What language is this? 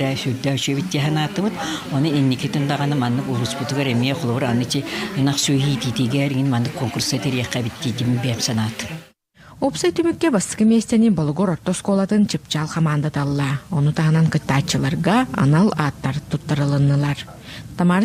Yakut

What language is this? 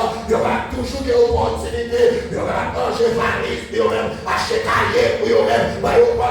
Haitian Creole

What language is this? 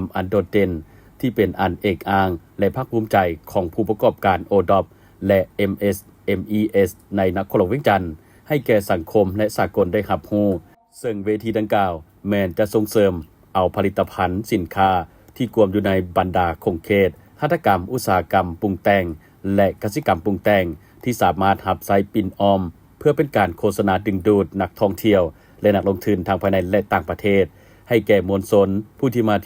Lao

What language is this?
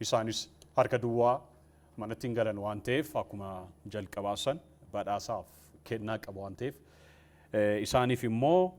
Oromo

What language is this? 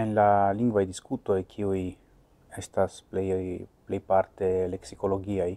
Esperanto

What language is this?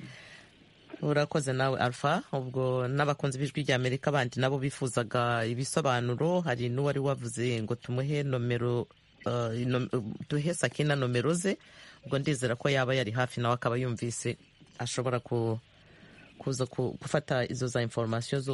Kinyarwanda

